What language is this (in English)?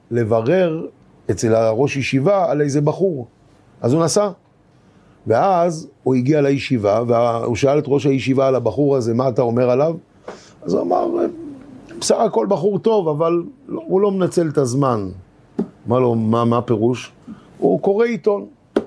Hebrew